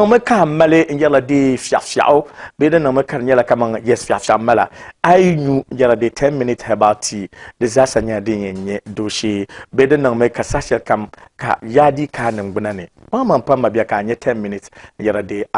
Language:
Dagbani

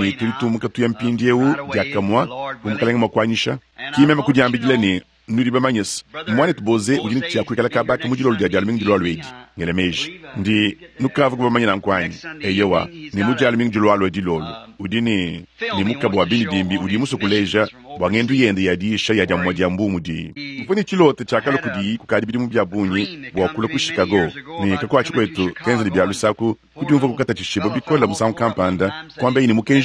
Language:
Luba-Lulua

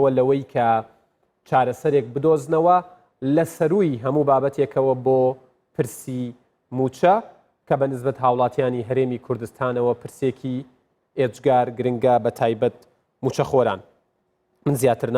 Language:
Central Kurdish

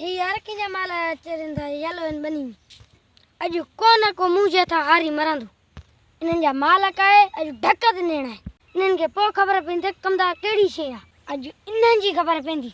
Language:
Sindhi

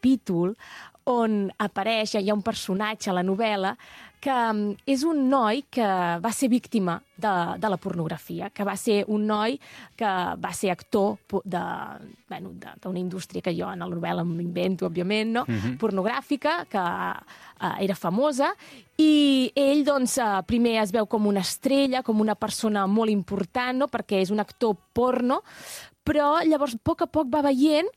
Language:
Catalan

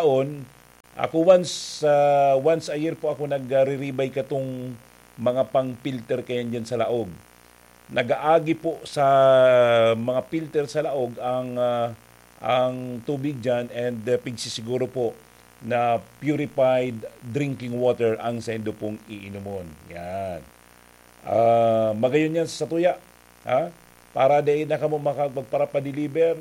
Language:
Bikol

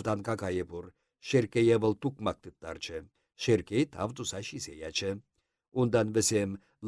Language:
Chuvash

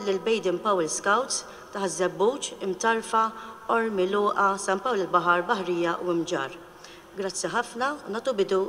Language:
Maltese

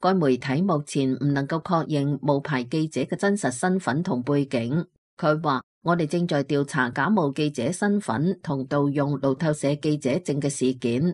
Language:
Cantonese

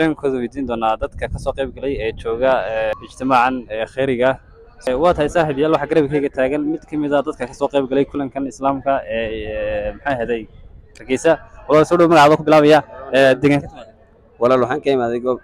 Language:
Somali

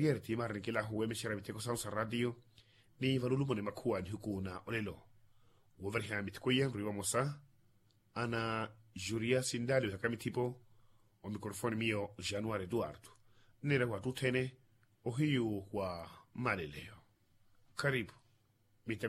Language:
Makhuwa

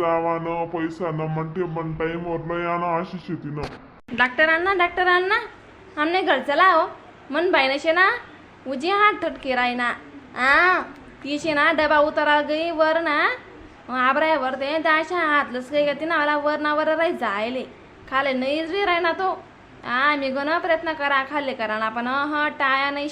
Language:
Khandesi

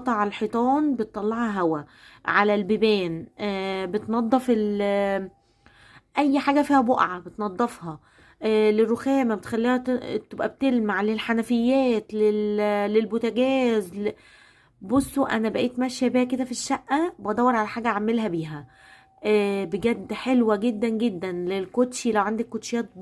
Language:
Egyptian Arabic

